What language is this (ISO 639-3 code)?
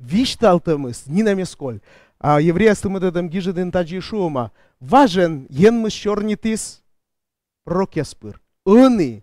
kom